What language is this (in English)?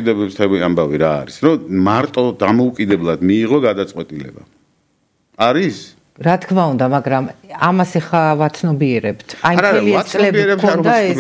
Georgian